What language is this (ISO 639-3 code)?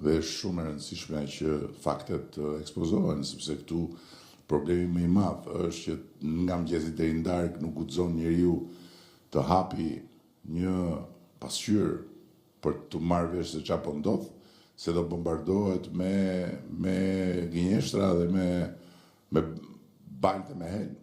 sqi